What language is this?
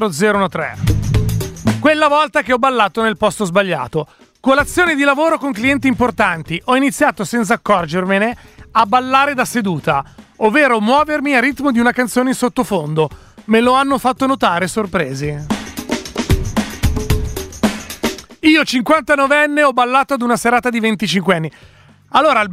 Italian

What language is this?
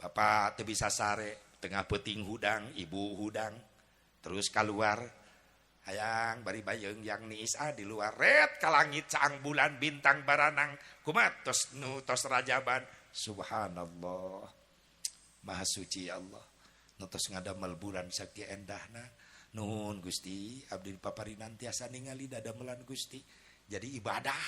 Sundanese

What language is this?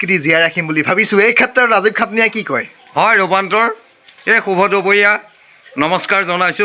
Assamese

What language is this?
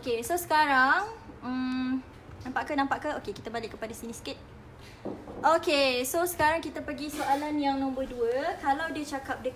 Malay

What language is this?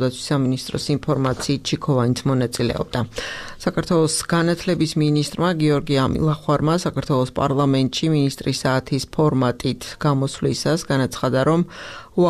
Georgian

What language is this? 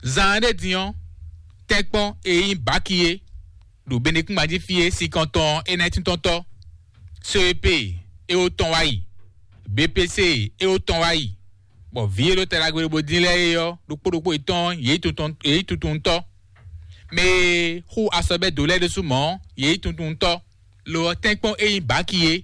Fon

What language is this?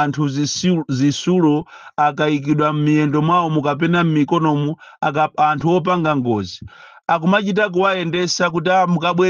Nyanja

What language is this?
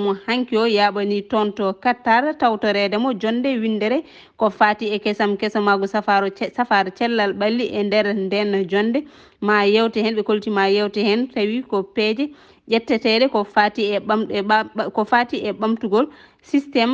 Fula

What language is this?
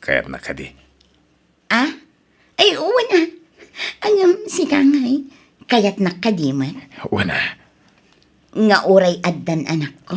Iloko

